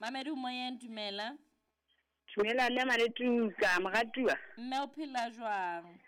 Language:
Southern Sotho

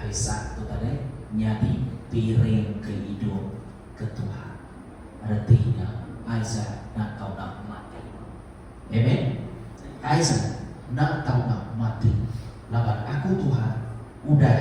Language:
Iban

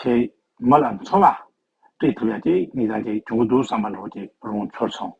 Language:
Tibetan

